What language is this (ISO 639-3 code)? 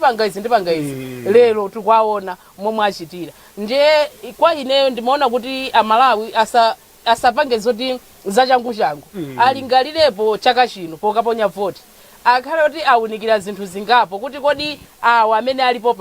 nya